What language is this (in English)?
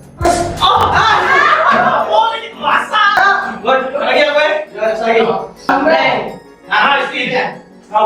Musi